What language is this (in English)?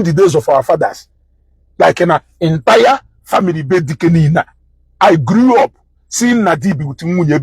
Igbo